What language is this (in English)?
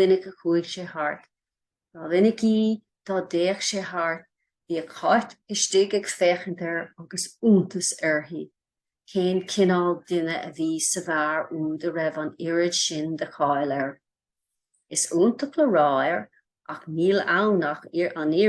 Irish